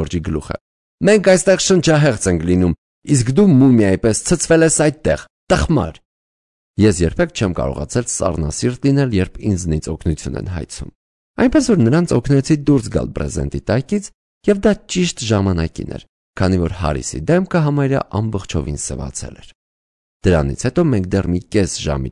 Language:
Armenian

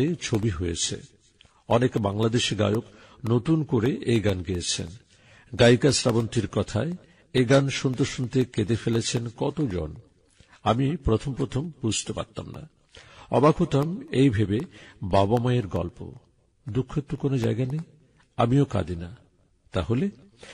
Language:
Bangla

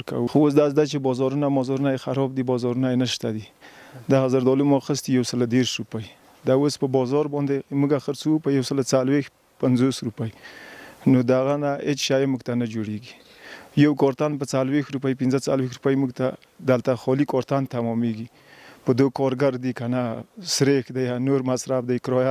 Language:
Pashto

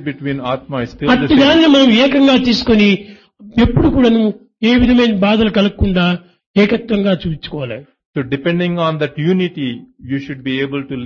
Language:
Telugu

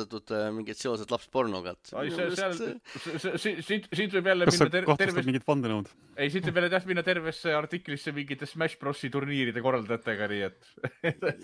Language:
Estonian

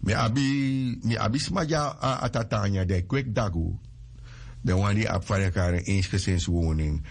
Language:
Sranan Tongo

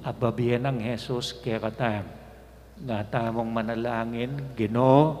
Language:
Pampanga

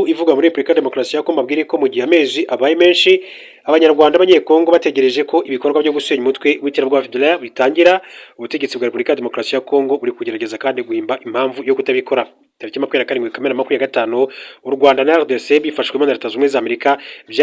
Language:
Kinyarwanda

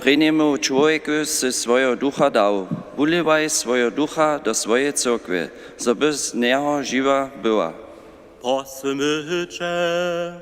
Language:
Upper Sorbian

